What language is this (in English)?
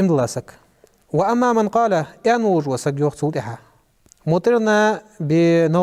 Ingush